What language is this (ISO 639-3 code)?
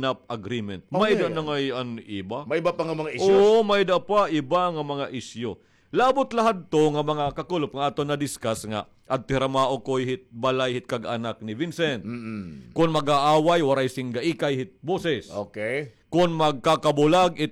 war